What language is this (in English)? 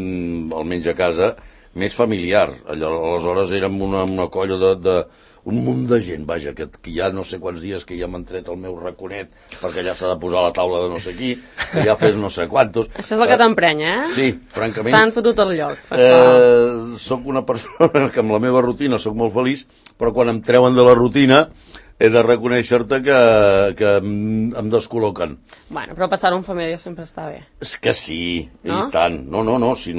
Catalan